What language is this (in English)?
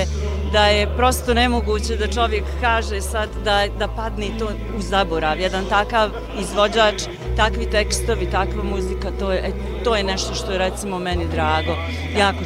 Bosnian